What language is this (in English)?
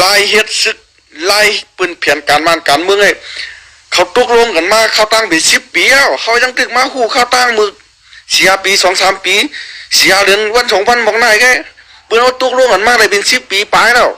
Shan